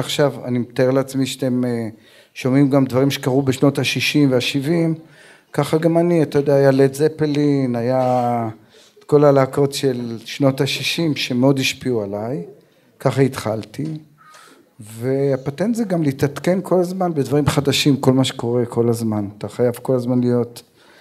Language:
Hebrew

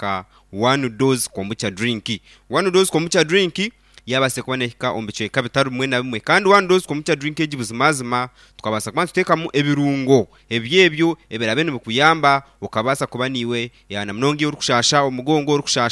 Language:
Nyankole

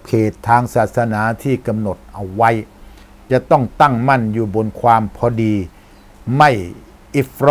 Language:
Thai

